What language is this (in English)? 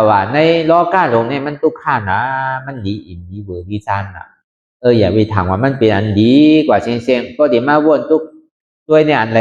Shan